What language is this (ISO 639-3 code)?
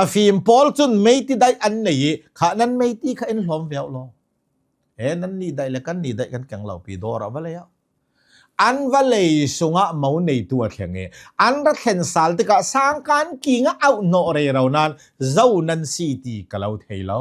cnh